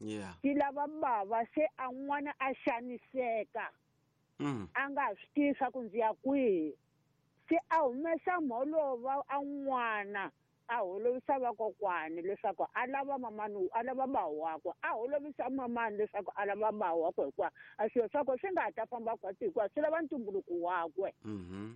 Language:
Tsonga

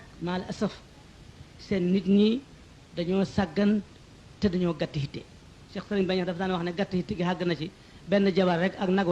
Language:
Wolof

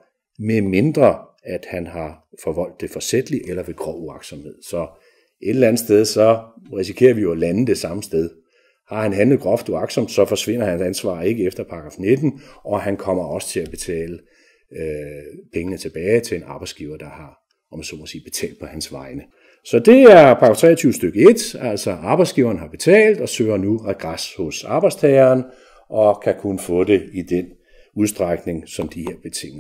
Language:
Danish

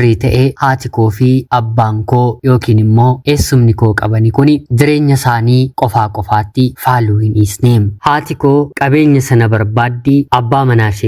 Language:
Oromo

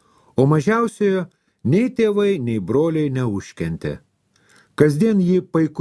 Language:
Lithuanian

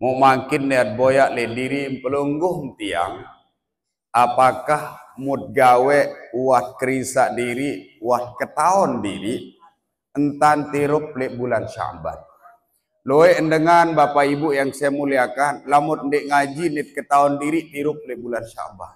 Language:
Sasak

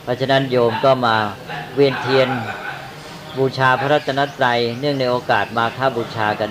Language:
Thai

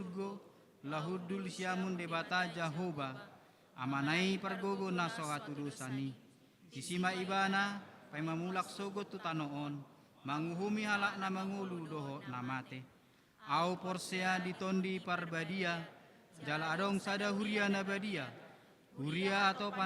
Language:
Batak Toba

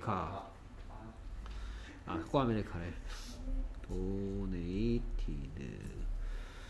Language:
Korean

